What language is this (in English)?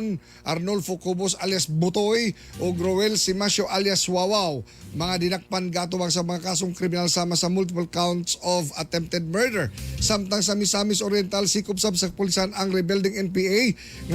Cebuano